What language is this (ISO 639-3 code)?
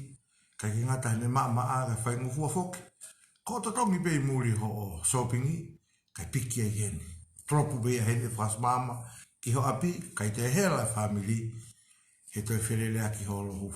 ton